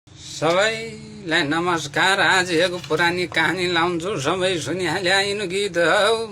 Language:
Nepali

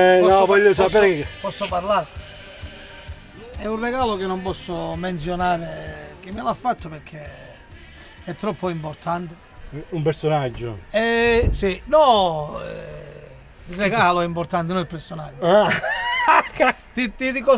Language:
Italian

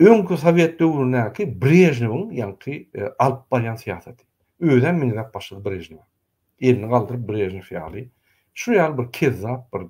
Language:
Turkmen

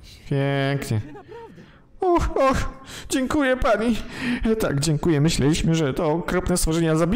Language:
Polish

